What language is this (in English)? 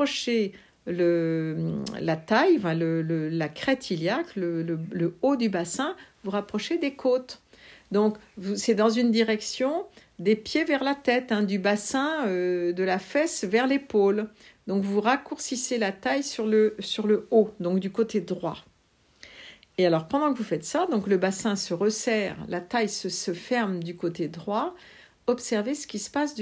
French